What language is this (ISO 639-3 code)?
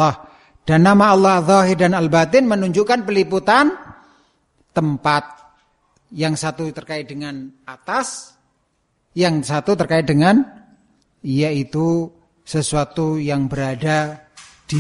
ind